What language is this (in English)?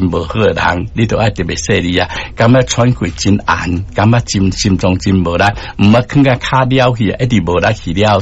Min Nan Chinese